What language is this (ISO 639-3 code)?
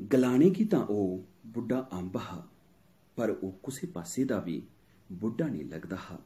doi